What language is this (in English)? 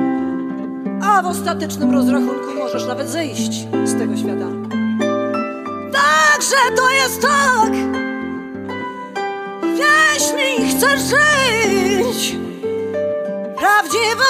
Polish